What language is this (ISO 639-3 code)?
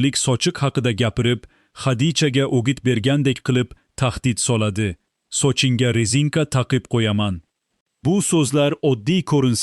uzb